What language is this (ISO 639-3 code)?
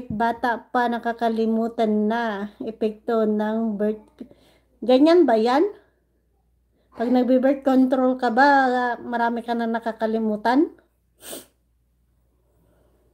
fil